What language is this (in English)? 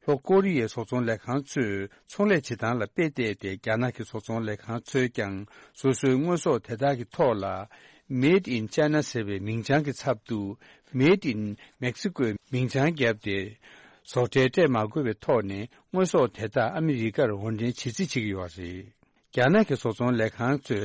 Tibetan